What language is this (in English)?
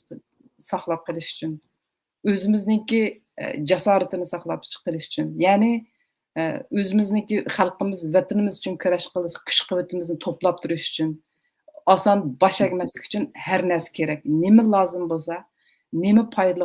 Uyghur